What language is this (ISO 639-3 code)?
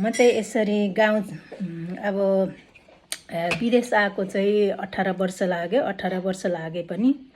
nep